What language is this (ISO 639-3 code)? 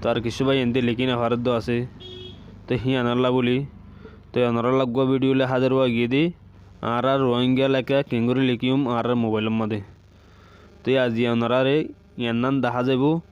rhg